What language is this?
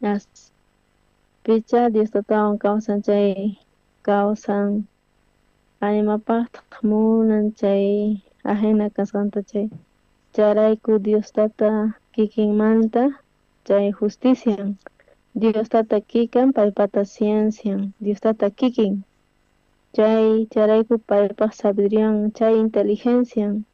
South Bolivian Quechua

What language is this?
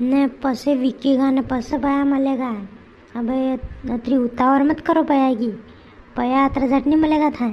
Rajasthani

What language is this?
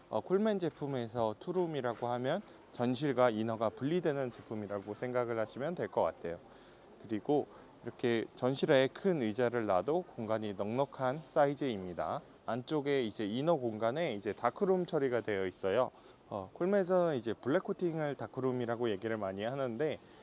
Korean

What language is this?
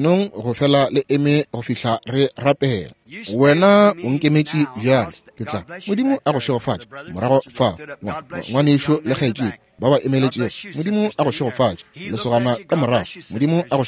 Northern Sotho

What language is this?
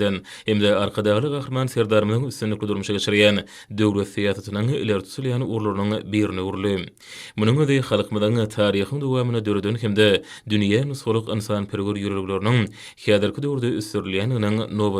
Turkmen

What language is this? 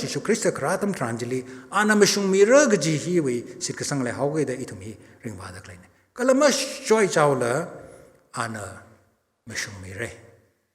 Tangkhul Naga (India)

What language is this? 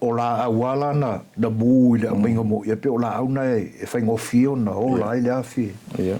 Samoan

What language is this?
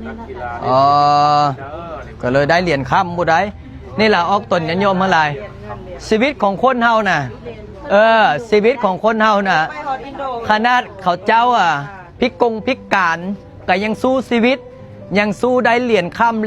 Lao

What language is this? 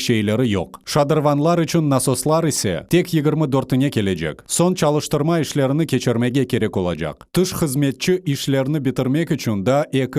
Crimean Tatar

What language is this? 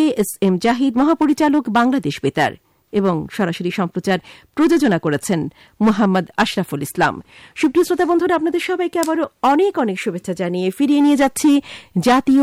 Bangla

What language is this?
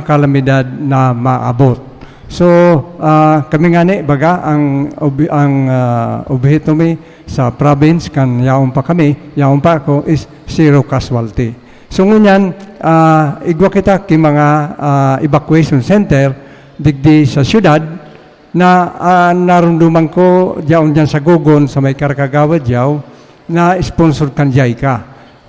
Bikol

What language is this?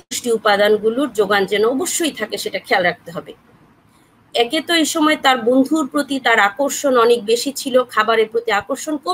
Bangla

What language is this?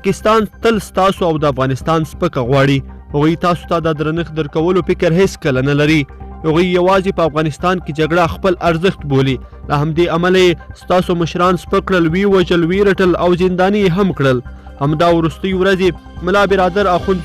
Pashto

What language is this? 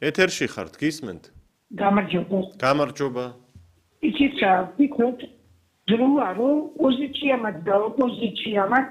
Georgian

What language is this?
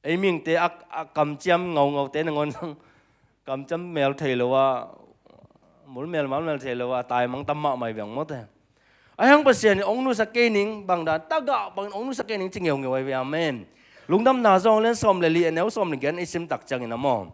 Tedim Chin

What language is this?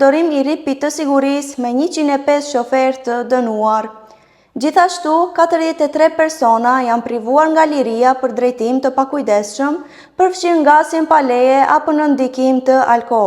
Albanian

